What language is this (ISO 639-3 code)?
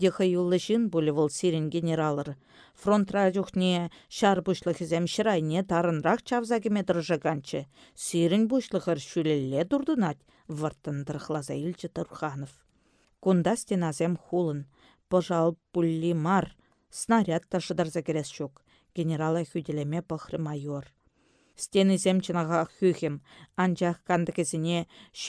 chv